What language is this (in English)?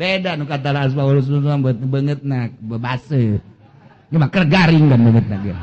Sundanese